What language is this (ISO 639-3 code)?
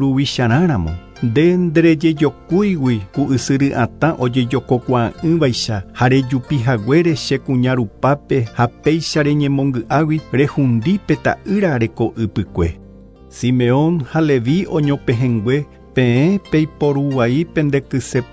grn